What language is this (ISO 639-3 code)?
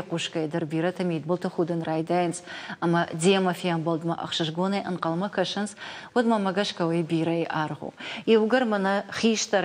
oss